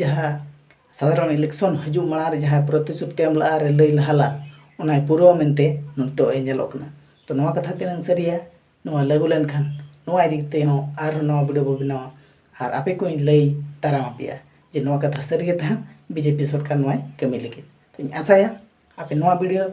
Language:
Santali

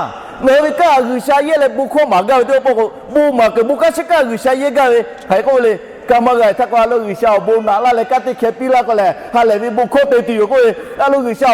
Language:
Lahu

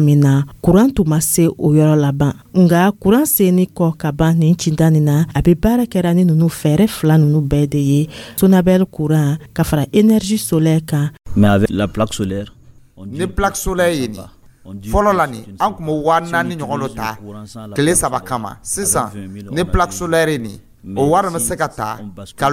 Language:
Dyula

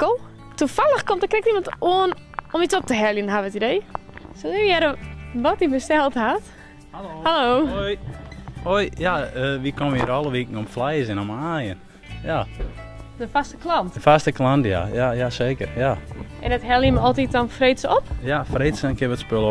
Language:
Western Frisian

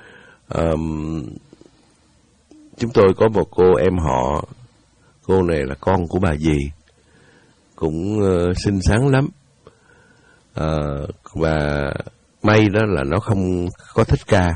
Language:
Vietnamese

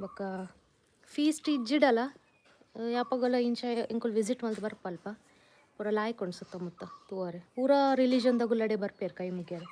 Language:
Tulu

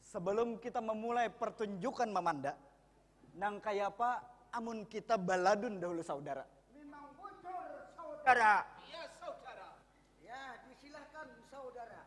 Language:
Banjar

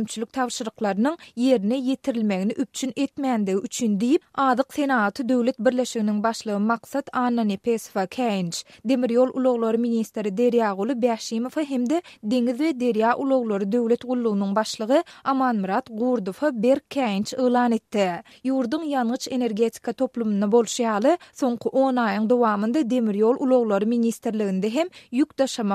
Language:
Turkmen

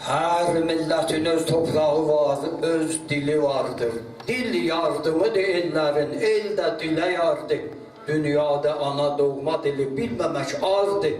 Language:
South Azerbaijani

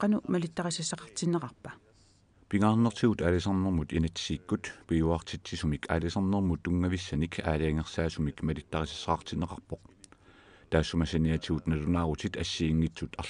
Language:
Kalaallisut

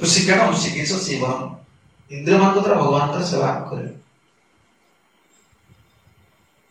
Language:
Odia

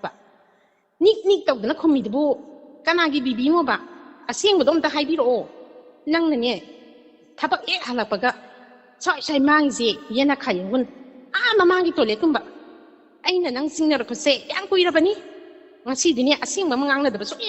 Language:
Manipuri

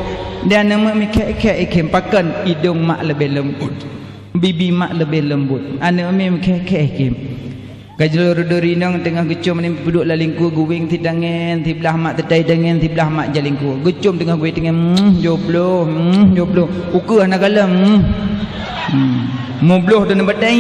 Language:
Achinese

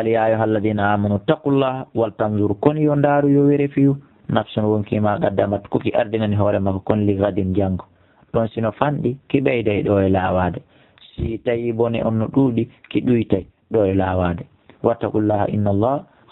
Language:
Fula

